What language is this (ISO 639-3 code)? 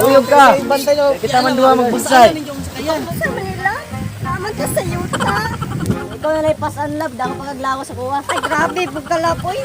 ceb